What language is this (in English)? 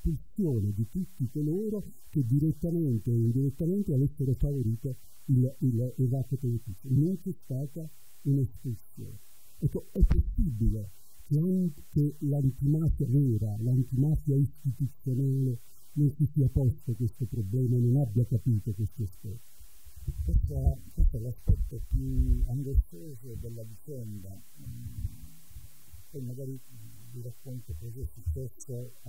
Italian